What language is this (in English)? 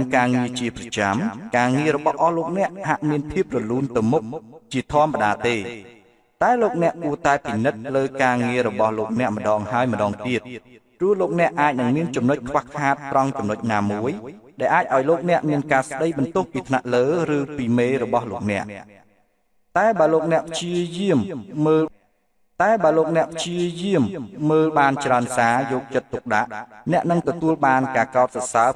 Khmer